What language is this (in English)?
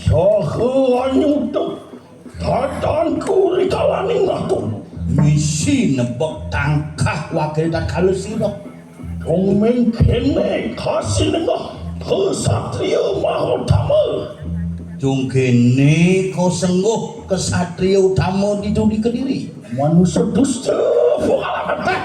Balinese